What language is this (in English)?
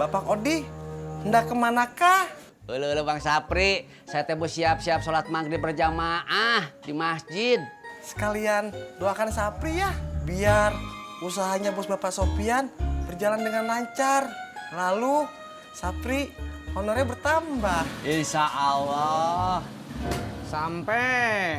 Betawi